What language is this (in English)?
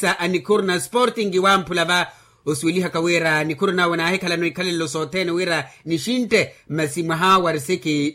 Makhuwa